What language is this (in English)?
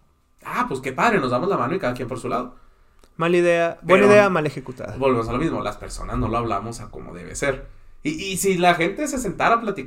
Spanish